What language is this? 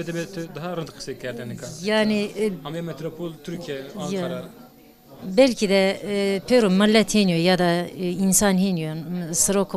Zaza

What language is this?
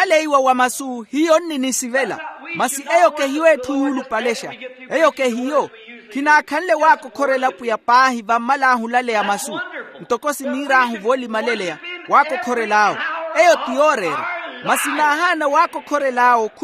Makhuwa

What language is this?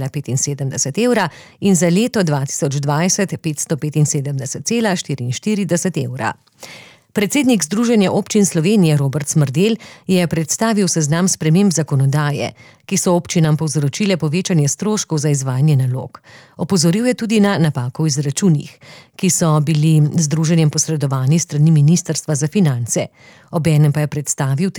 Slovenian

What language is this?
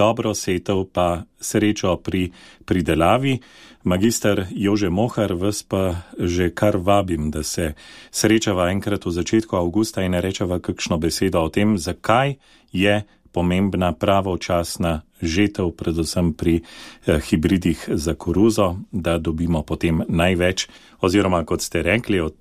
Slovenian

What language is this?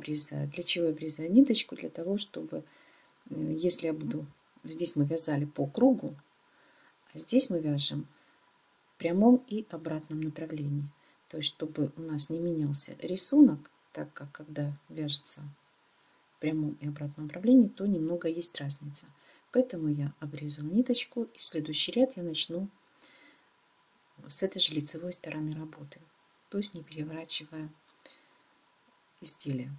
Russian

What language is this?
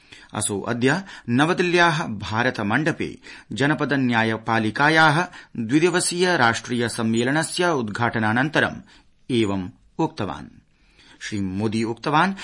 Sanskrit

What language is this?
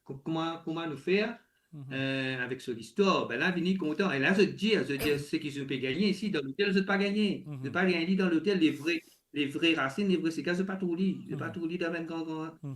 Morisyen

